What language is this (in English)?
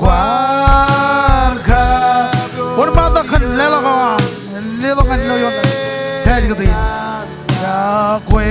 Marshallese